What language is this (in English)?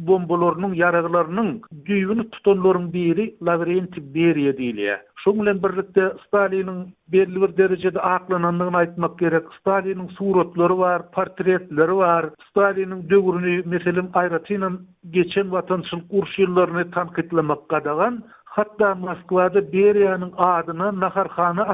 Turkmen